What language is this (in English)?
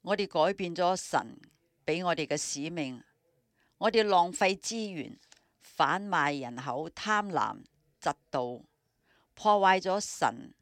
Cantonese